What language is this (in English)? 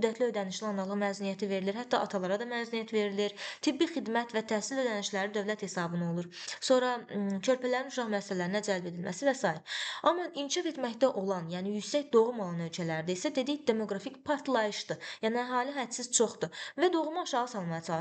Azerbaijani